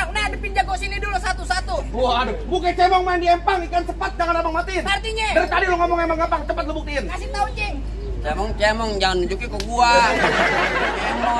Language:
Betawi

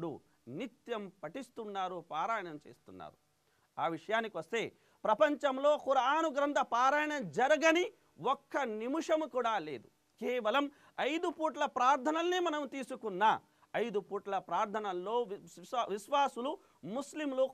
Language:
Telugu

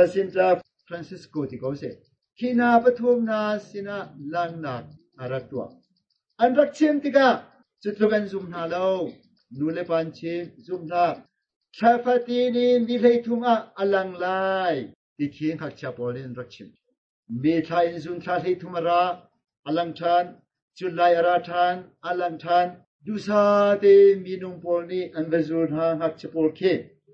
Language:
Hakha Chin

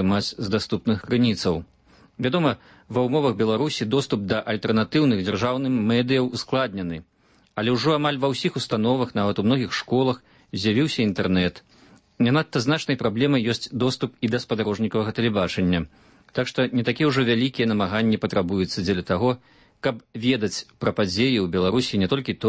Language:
Belarusian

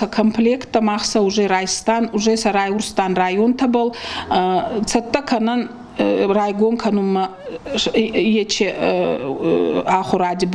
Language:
Ossetic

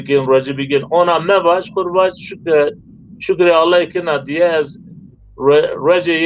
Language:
Zaza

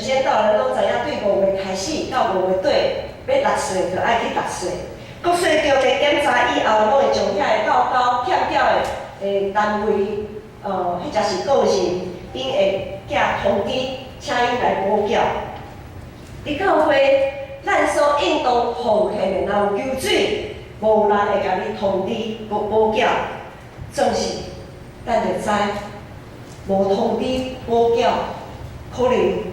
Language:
Min Nan Chinese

